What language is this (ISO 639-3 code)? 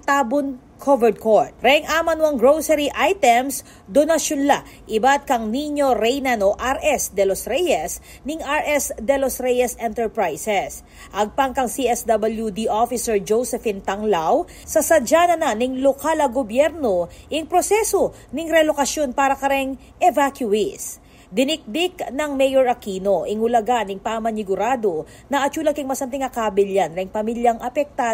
pam